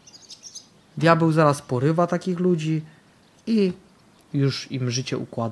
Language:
Polish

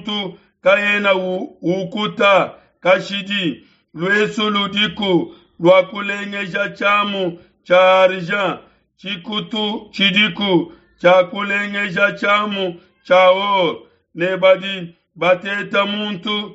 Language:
Luba-Lulua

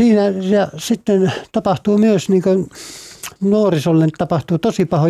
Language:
Finnish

